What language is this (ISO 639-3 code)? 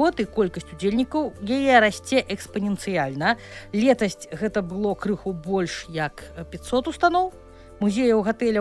bel